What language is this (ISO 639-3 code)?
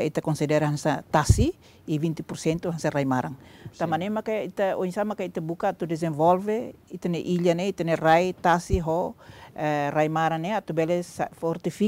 tet